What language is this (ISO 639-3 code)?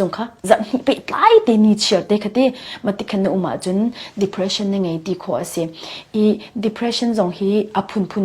cfm